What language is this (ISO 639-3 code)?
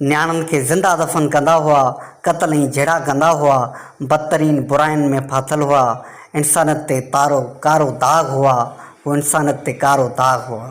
snd